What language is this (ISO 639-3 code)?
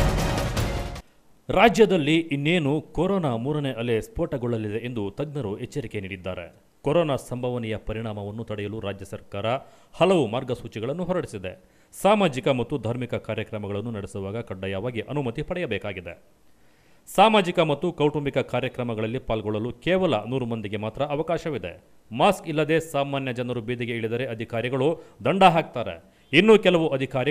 kan